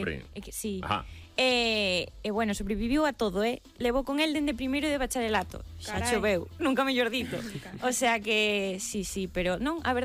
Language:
Galician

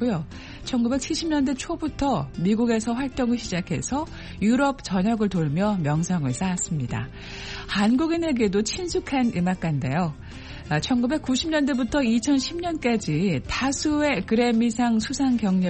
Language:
Korean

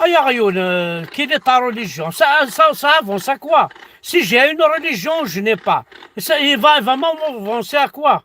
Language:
Kabyle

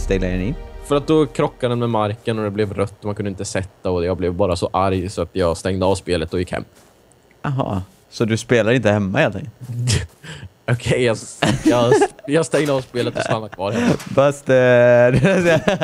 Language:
Swedish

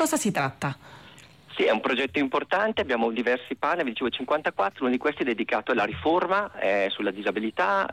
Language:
Italian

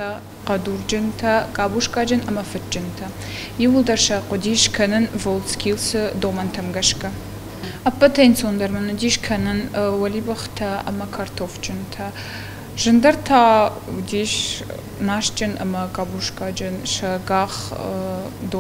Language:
Ossetic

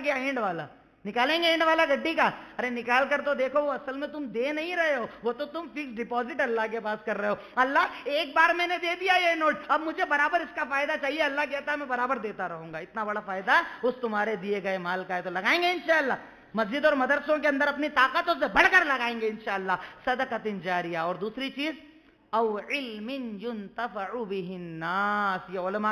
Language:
Urdu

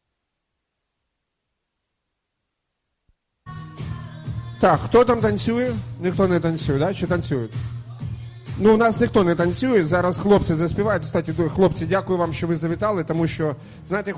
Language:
Ukrainian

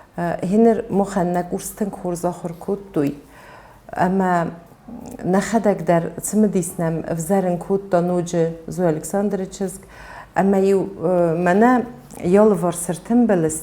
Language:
Ossetic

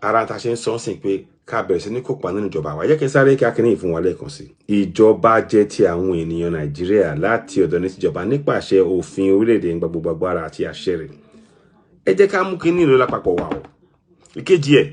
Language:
Yoruba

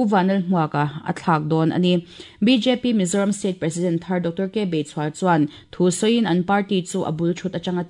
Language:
Mizo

